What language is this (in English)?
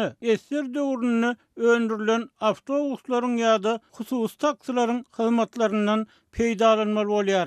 Turkmen